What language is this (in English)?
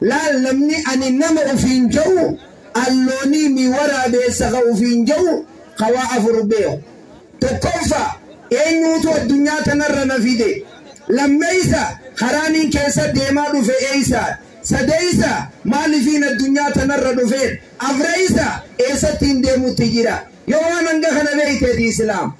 Oromo